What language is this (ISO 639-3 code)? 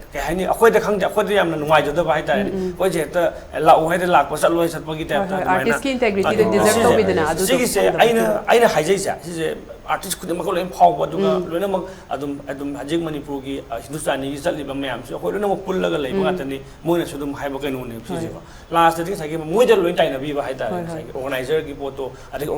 mni